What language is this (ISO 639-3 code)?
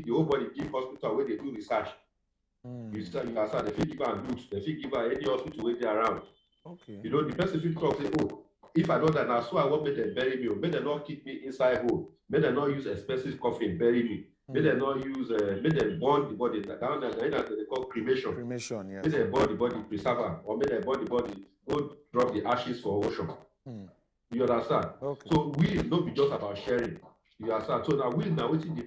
pcm